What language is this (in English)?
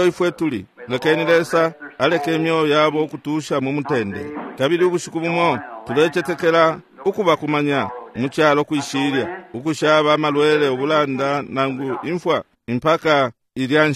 Bemba